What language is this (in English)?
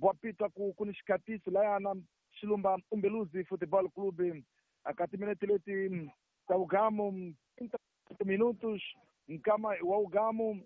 Tsonga